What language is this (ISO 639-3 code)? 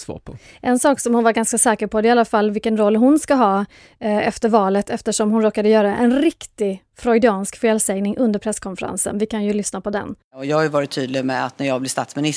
swe